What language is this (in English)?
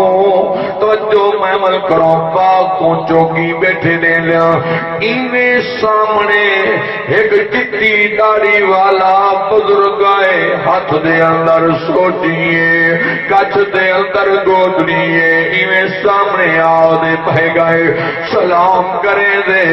Saraiki